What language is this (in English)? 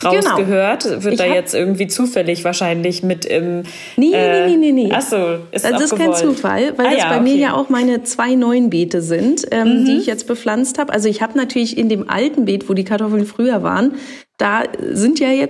German